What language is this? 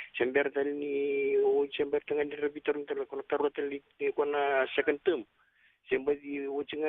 Fijian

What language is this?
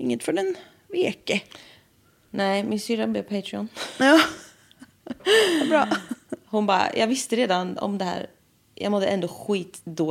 Swedish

